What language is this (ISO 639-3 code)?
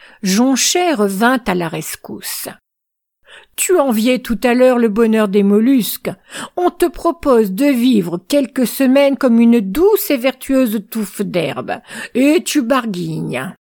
fra